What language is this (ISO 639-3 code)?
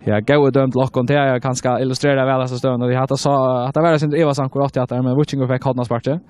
fao